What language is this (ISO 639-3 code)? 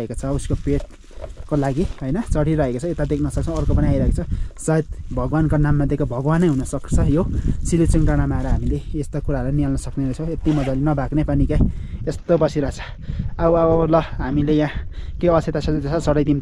nep